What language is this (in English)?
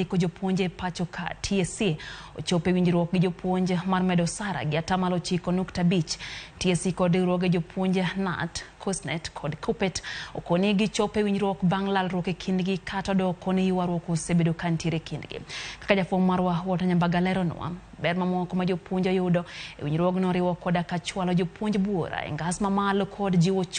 Luo (Kenya and Tanzania)